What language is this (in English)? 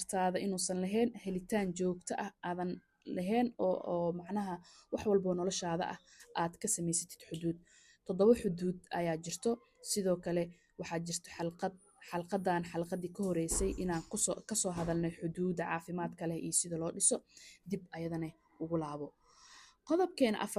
Somali